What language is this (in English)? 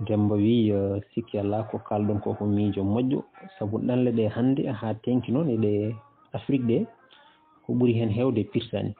Fula